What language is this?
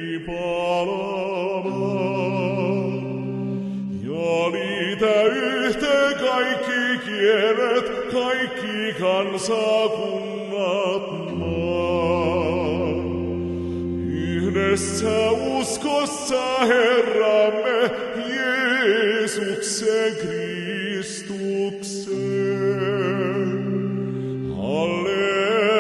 Finnish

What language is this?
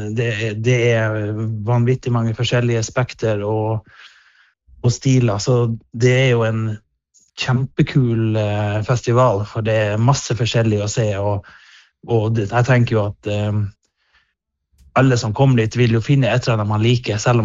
Norwegian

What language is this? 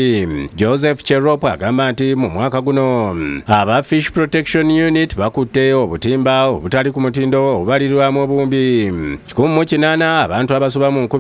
Ganda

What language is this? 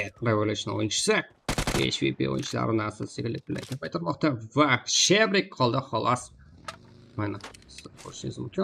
Kara-Kalpak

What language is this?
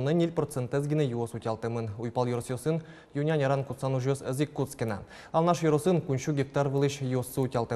Udmurt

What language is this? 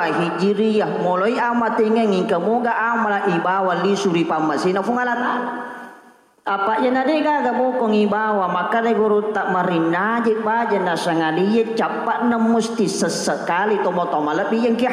Buginese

